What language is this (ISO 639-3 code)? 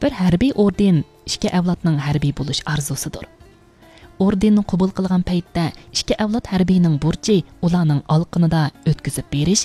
uig